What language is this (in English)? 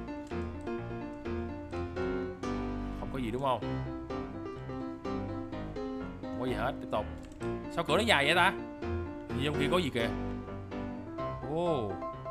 Vietnamese